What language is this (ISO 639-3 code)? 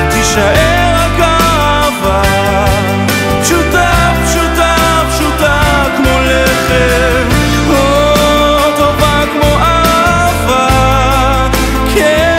heb